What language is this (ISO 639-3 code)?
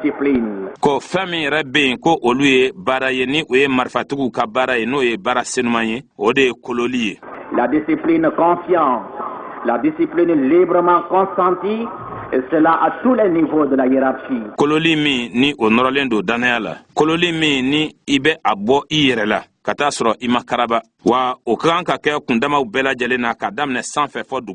bam